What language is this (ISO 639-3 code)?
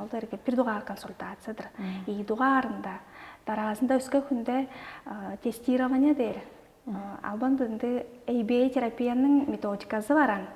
tyv